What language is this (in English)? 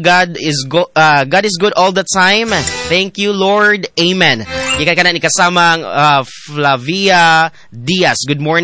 Cebuano